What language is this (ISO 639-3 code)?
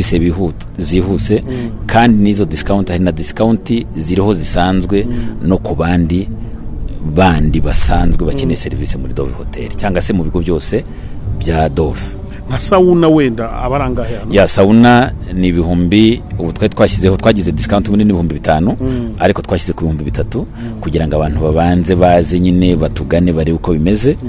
kin